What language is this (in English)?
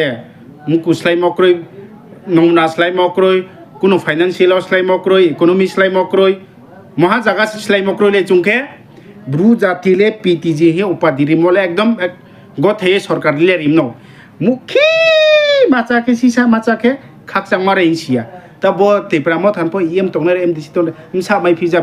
Riang (India)